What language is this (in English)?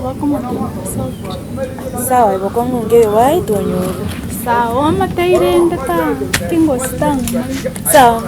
Gusii